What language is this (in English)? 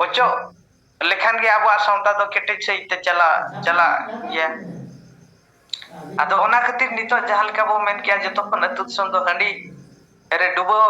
Santali